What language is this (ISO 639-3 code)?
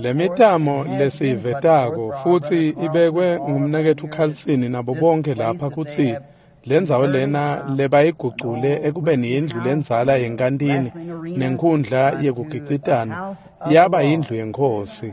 ssw